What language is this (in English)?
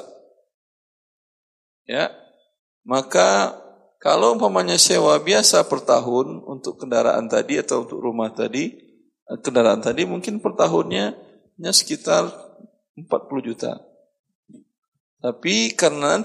Indonesian